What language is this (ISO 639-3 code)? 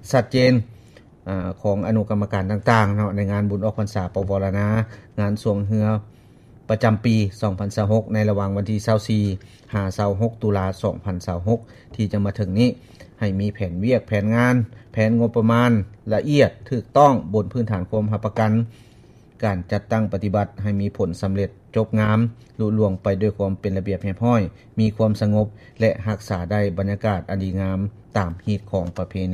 lao